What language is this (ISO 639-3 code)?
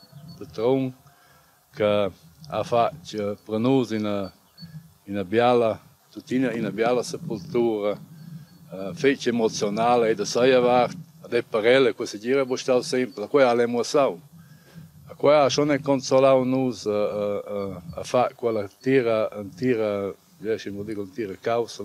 roh